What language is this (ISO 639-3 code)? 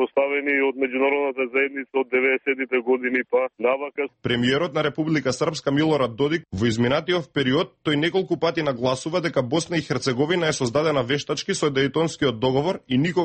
mkd